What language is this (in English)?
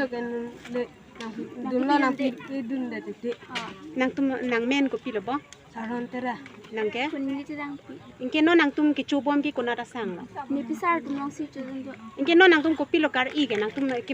Karbi